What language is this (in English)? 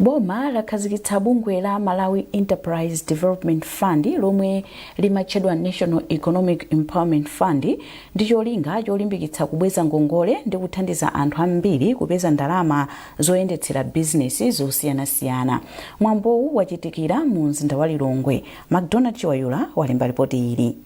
Nyanja